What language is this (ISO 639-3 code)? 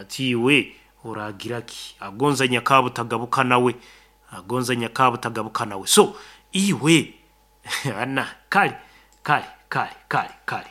nyn